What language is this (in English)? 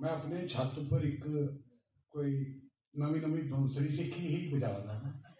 Dogri